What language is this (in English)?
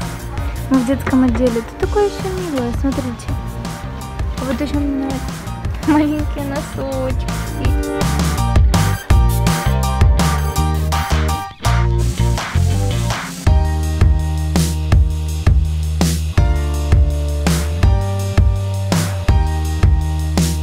Russian